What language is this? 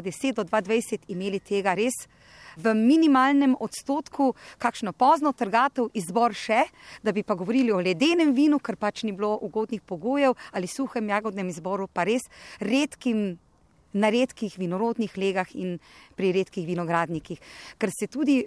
Slovenian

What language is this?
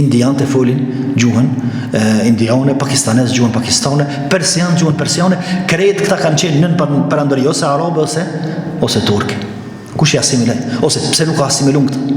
Albanian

